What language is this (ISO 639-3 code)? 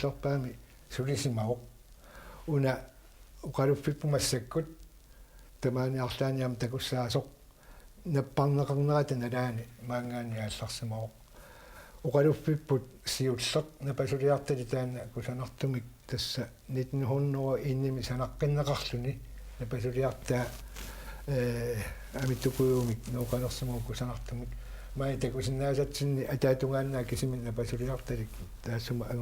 kal